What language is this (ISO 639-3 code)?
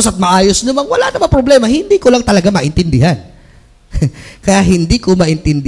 fil